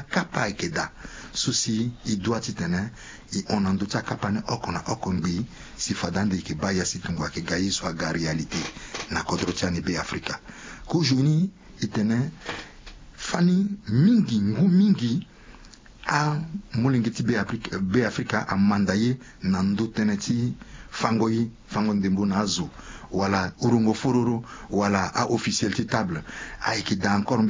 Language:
Sango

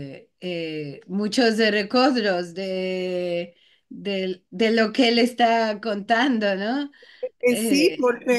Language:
Ladino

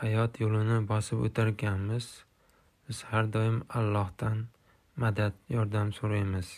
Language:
Uzbek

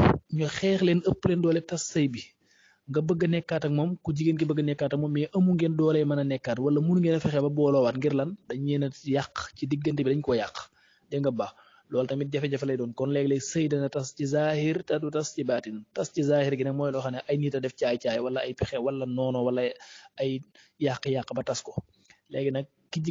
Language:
Wolof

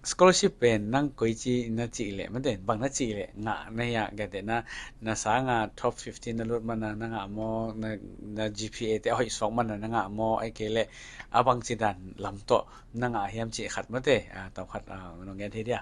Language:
Tedim Chin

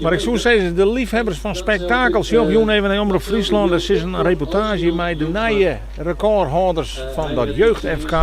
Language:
Western Frisian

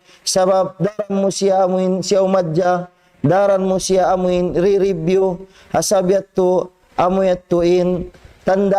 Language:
Tausug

